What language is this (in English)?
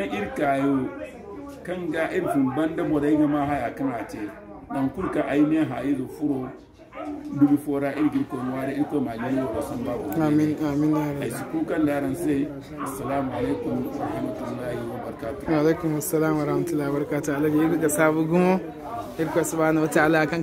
Zarma